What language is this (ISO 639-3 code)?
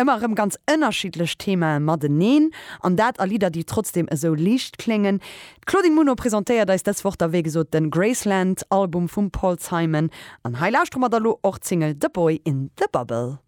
ltz